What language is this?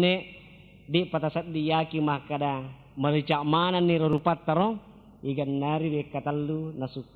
Buginese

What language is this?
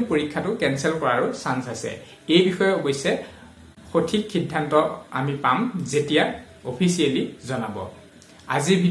Assamese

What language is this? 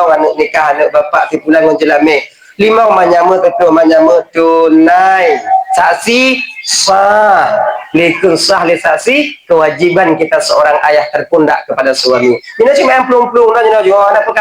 Achinese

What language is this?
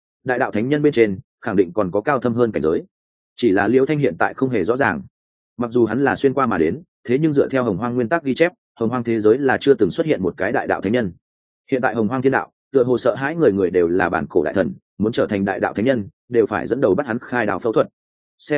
Vietnamese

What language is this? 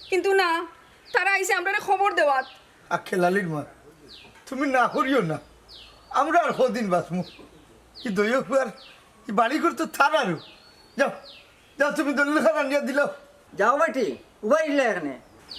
Sylheti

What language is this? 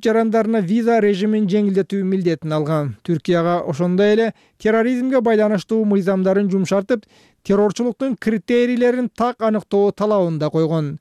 Kyrgyz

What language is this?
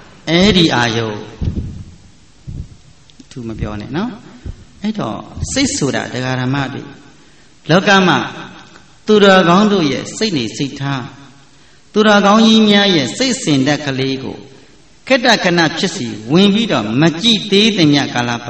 Burmese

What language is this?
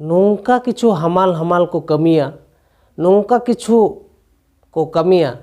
Santali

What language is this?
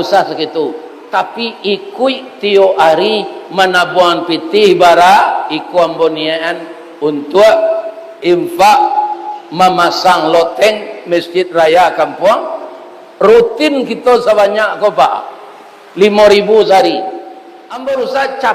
Minangkabau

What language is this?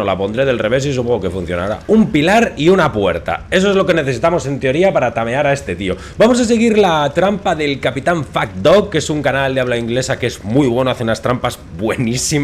Spanish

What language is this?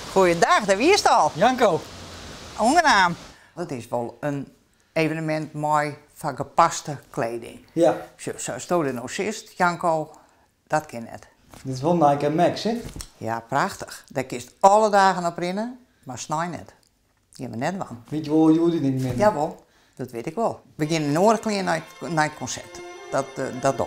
Western Frisian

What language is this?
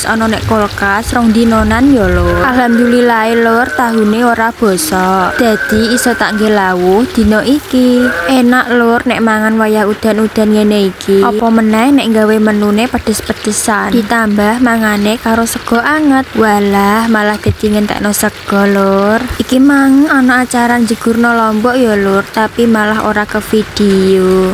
Javanese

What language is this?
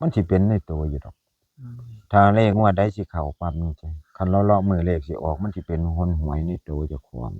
Northeastern Thai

